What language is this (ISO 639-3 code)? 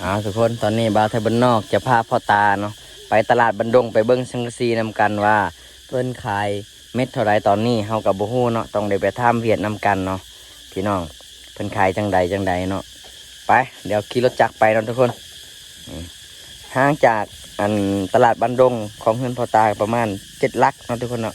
lao